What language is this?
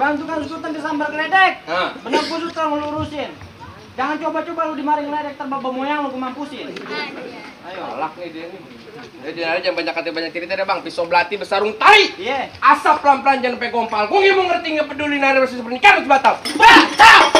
Betawi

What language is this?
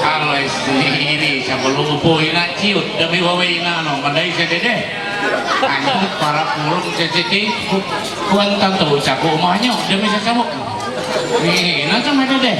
Ma'anyan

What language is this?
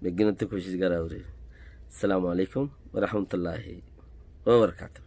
Rohingya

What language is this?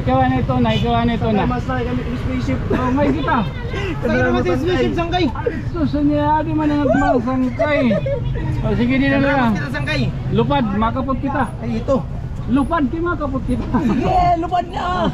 Waray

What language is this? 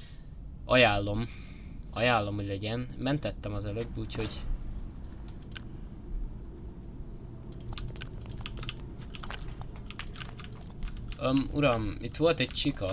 Hungarian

